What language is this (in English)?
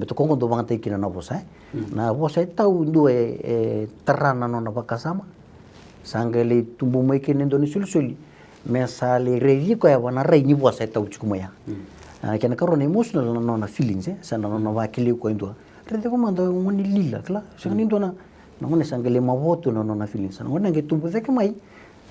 Fijian